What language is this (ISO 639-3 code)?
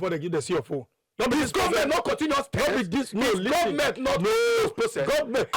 pcm